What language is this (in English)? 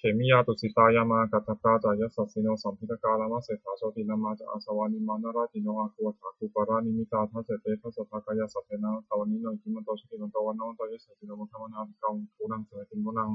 Pali